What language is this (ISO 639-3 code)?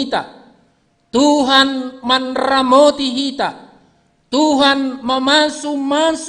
bts